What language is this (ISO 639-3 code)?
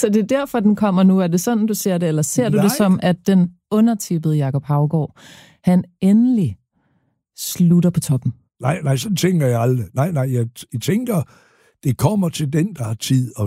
dan